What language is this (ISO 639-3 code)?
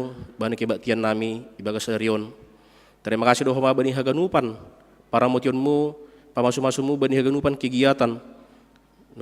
bts